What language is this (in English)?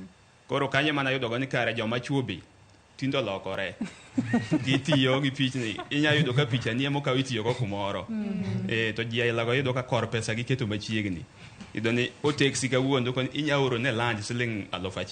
Luo (Kenya and Tanzania)